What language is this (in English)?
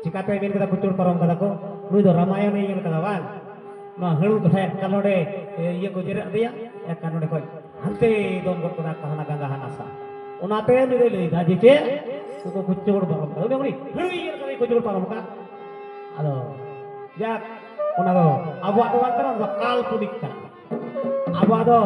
Santali